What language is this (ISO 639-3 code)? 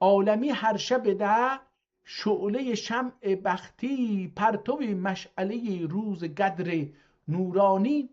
azb